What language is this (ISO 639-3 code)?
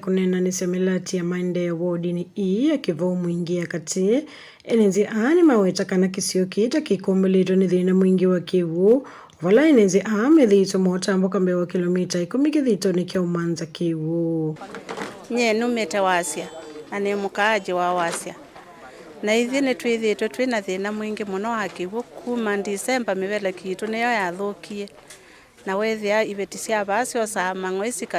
kam